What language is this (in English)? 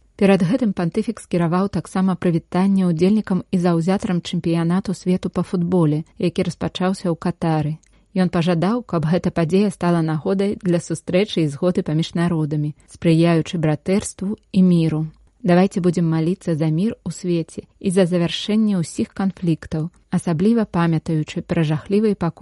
Belarusian